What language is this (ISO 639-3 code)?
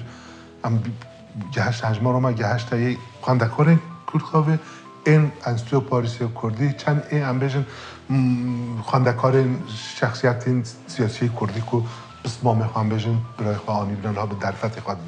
kur